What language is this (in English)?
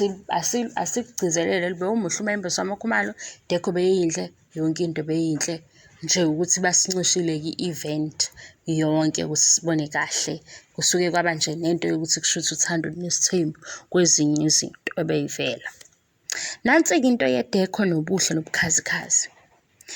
Zulu